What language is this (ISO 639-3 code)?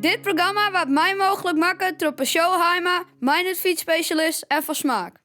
fry